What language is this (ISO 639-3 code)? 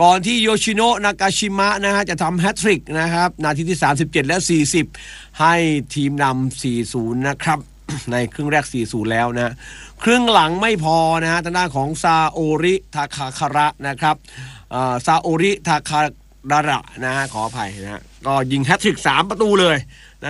tha